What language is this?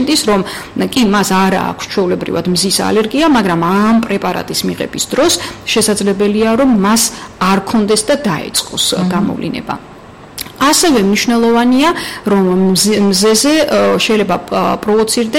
Georgian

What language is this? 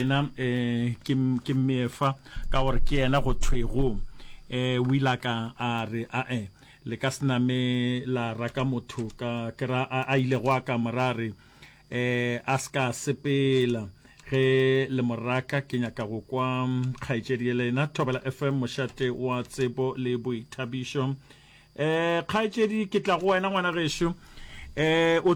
Northern Sotho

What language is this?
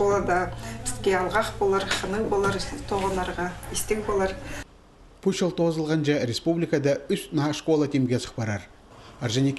Khakas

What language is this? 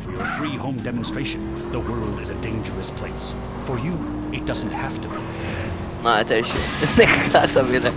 Faroese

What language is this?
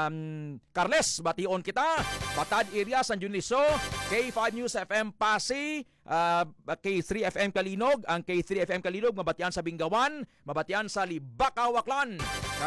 Hiligaynon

